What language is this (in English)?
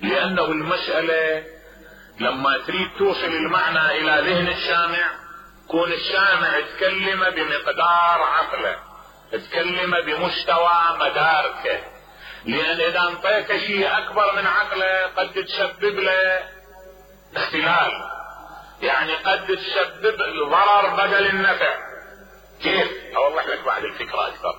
Mesopotamian Arabic